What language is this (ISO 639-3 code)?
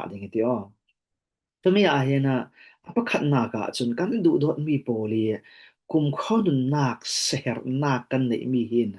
cfm